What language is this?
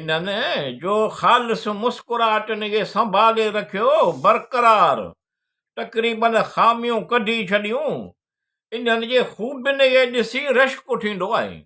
Sindhi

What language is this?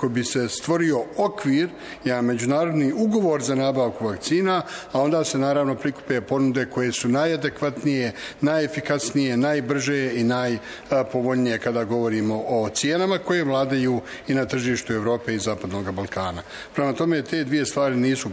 Bosnian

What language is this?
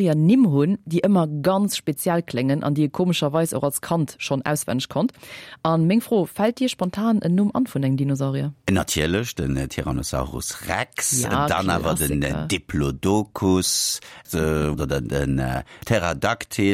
Luxembourgish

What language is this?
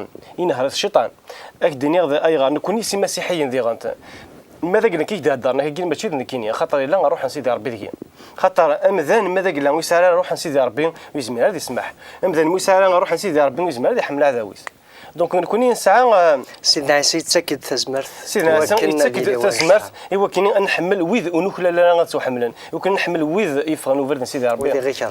Kabyle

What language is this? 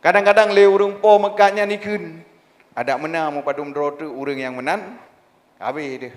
Achinese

